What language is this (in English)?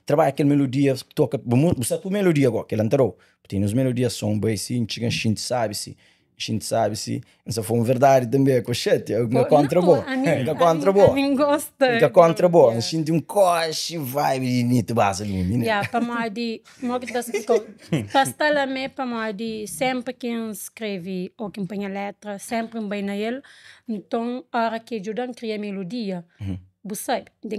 Kabuverdianu